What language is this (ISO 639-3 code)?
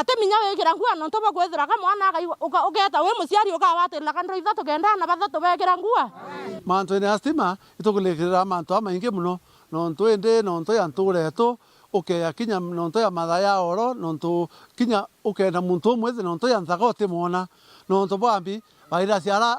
mer